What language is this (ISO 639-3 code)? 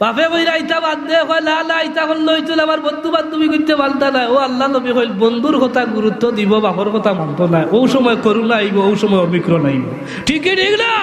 syl